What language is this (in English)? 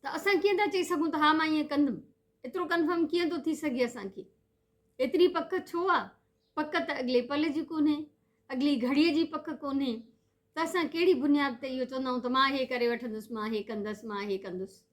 Sindhi